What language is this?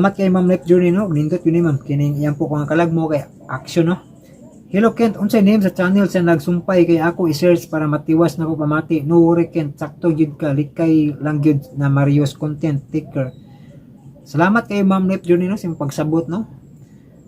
Cebuano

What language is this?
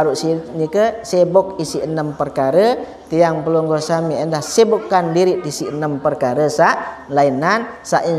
Sasak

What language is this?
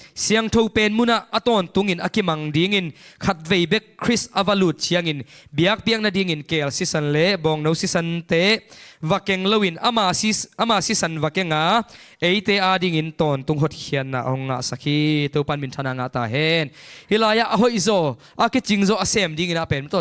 Tedim Chin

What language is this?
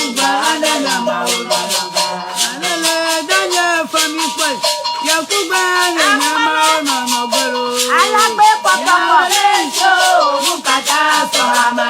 Ewe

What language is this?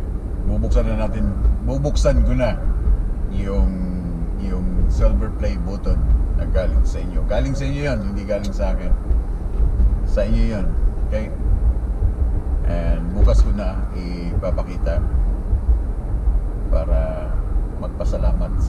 Filipino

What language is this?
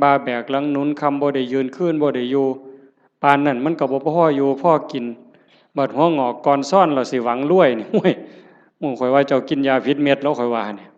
Northeastern Thai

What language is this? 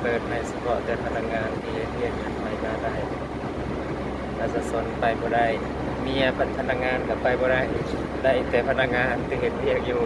Lao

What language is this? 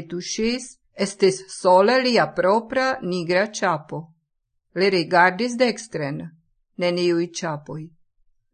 Esperanto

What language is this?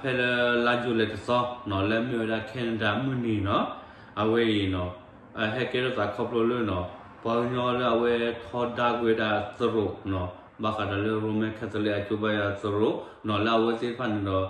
S'gaw Karen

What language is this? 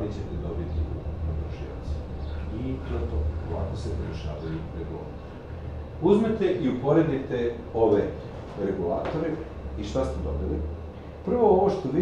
Serbian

